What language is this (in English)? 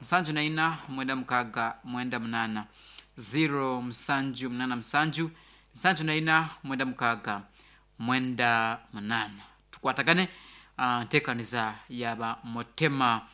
Nyankole